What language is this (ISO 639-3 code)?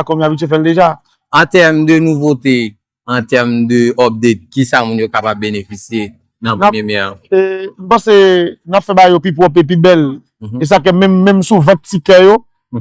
hat